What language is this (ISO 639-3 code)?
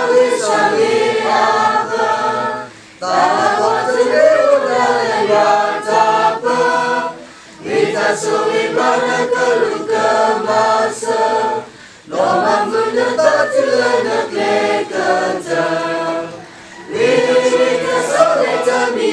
ksw